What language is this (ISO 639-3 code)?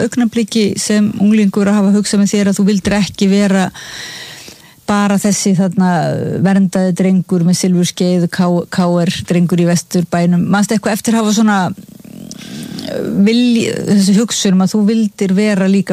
isl